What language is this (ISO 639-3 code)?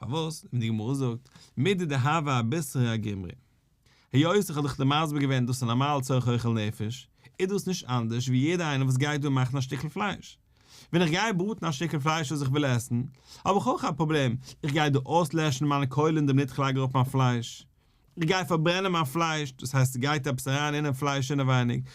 yid